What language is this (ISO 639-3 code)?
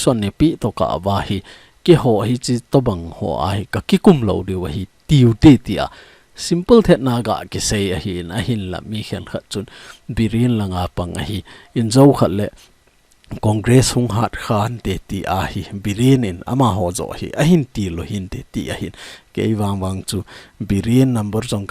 tcz